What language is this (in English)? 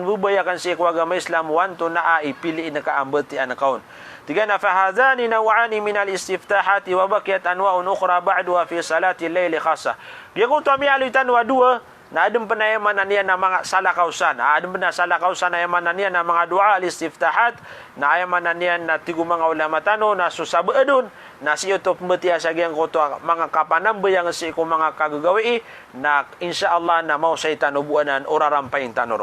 Maranao